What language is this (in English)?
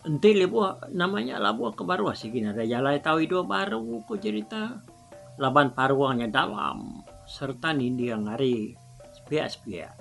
Iban